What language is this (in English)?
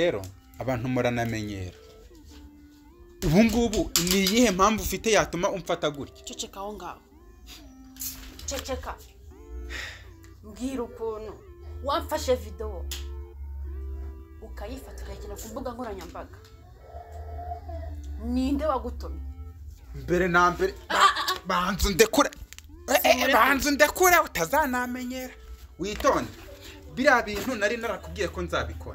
Kinyarwanda